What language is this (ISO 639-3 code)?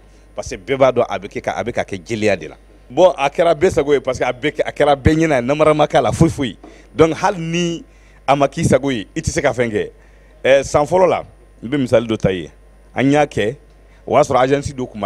bam